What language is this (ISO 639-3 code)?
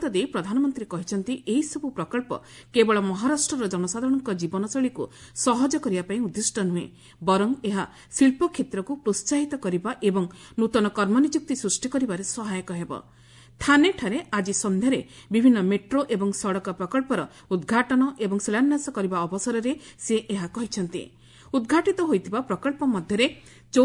ori